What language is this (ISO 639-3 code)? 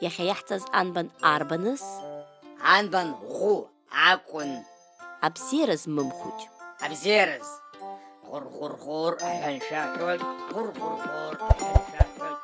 abk